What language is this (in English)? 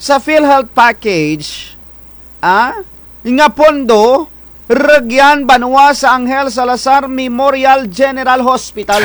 Kinaray-a